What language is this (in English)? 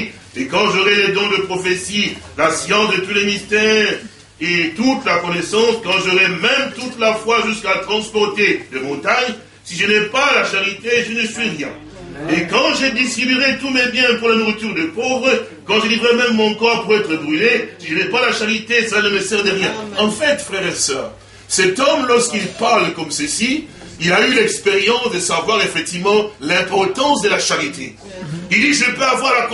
French